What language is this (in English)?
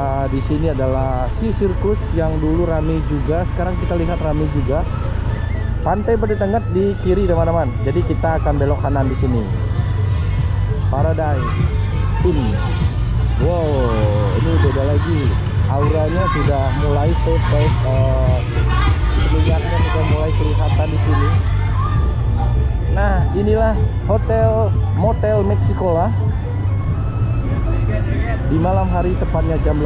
Indonesian